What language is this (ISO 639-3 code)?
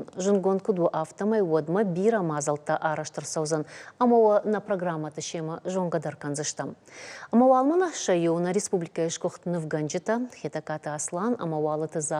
oss